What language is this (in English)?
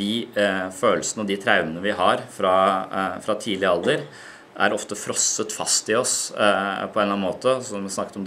Norwegian